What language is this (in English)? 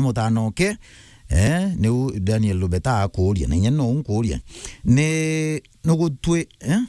Meru